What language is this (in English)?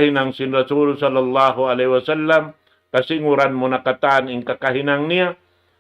Tausug